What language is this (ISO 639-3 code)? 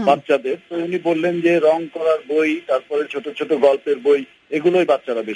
ben